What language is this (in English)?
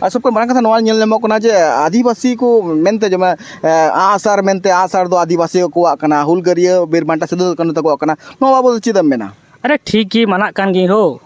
Santali